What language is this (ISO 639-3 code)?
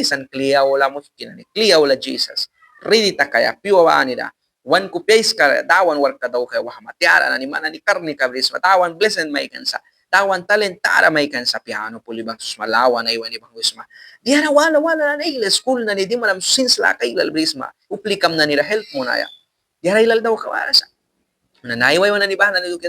miq